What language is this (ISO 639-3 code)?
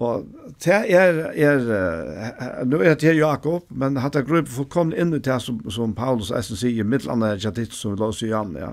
fao